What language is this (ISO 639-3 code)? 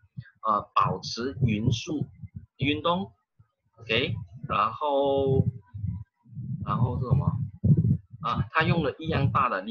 zho